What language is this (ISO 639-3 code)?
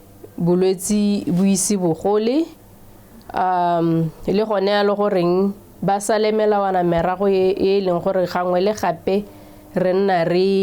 tsn